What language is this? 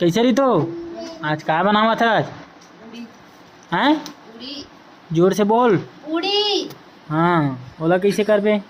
Chhattisgarhi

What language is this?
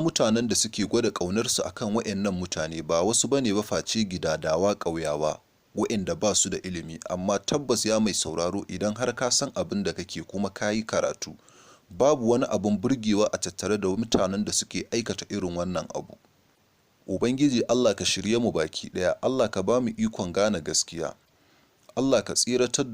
Hausa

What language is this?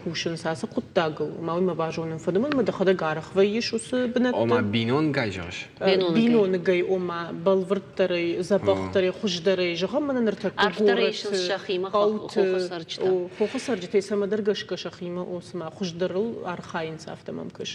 Ossetic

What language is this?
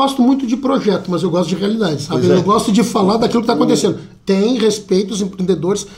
Portuguese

